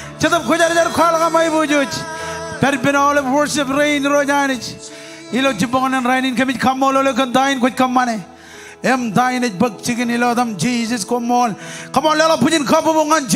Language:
Marshallese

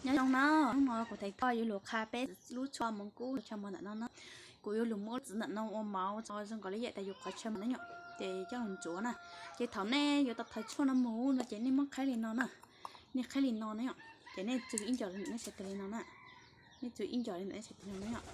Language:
Hmong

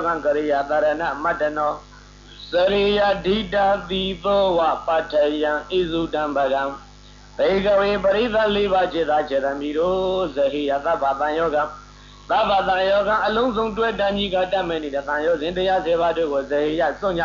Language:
Burmese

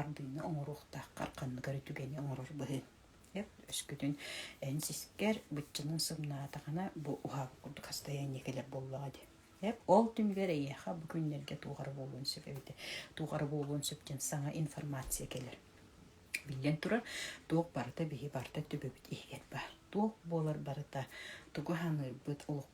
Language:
Yakut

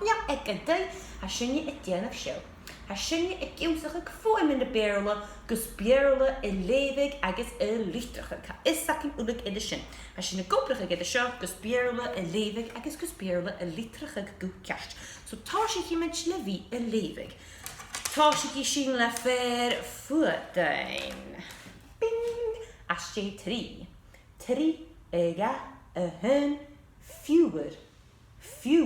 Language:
Scottish Gaelic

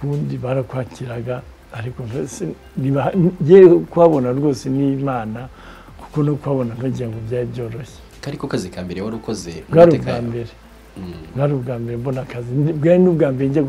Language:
Kinyarwanda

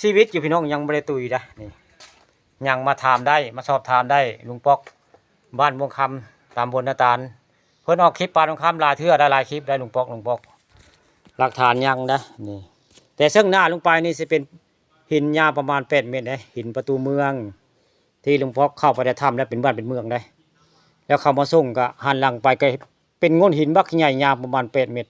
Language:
Northeastern Thai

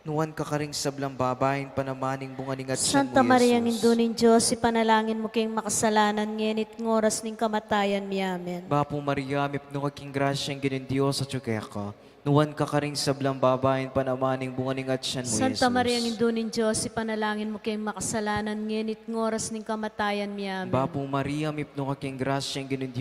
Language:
Pampanga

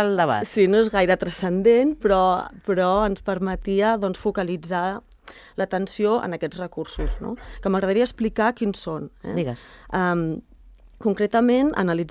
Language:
Catalan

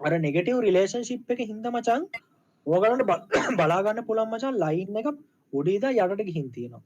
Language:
Sinhala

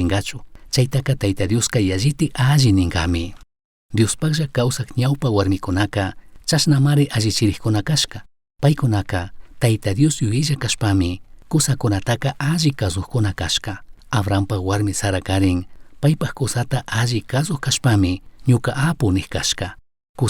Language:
Chimborazo Highland Quichua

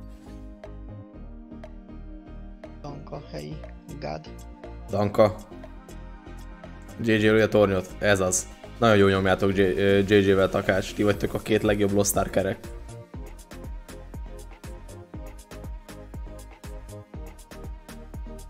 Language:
Hungarian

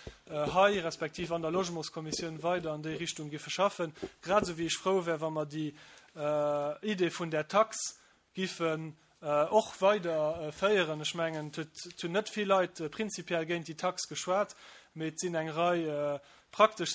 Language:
Luxembourgish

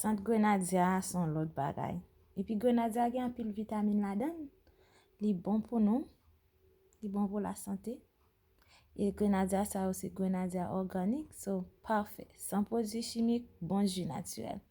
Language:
Haitian Creole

